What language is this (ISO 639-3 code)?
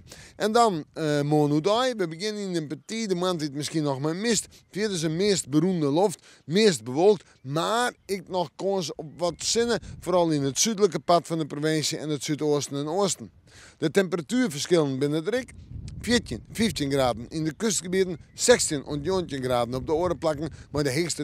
fry